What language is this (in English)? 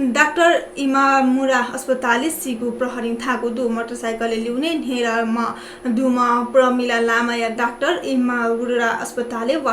Newari